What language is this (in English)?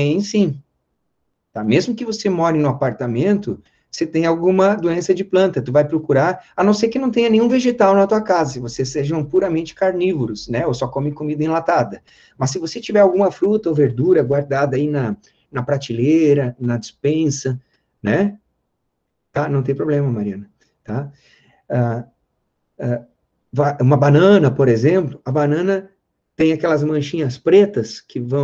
Portuguese